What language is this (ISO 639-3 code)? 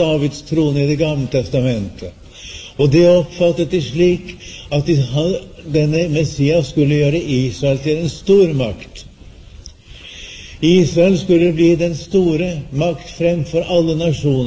nor